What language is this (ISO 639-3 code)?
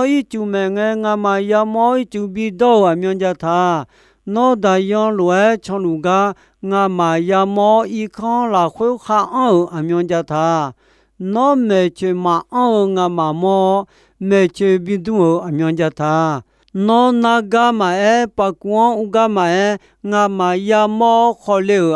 ahk